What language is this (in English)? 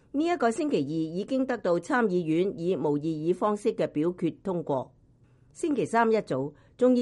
Cantonese